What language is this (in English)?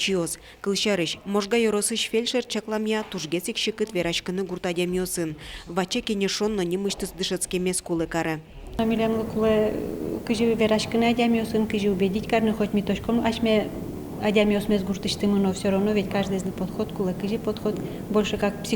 Udmurt